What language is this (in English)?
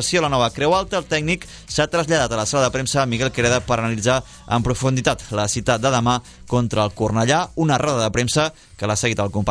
Catalan